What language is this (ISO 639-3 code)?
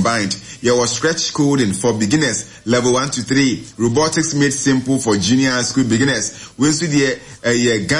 aka